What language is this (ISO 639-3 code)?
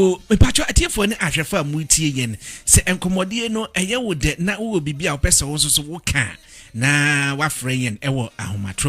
aka